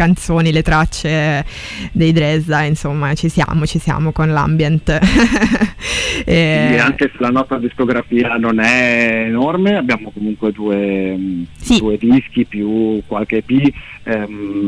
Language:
Italian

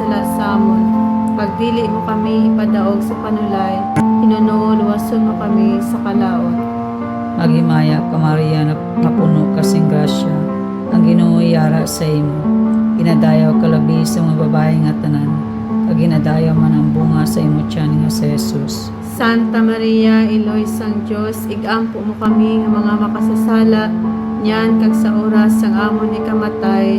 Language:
Hiligaynon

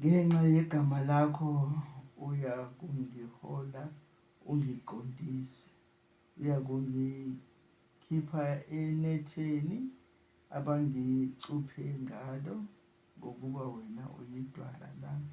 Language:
Zulu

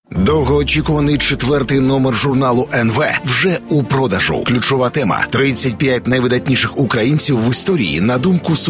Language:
Ukrainian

